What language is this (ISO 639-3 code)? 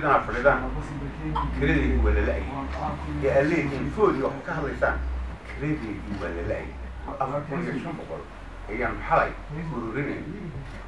som